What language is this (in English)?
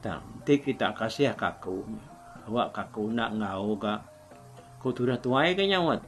Iban